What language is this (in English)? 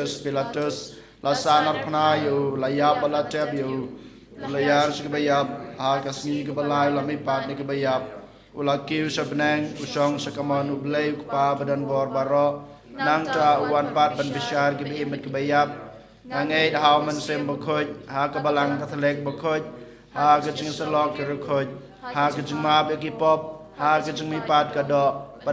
Khasi